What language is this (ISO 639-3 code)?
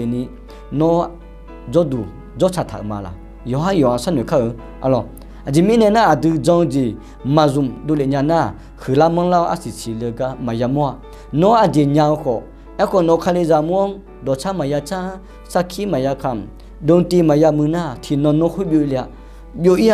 ahk